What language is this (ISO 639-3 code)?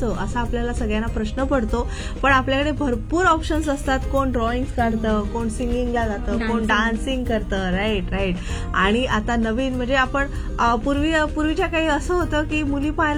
mar